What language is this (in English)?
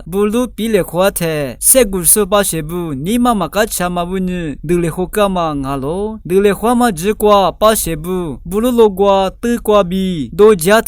Lisu